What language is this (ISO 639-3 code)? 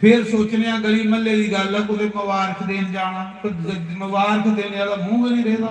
doi